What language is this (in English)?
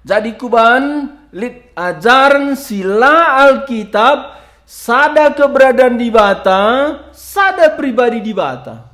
Batak Karo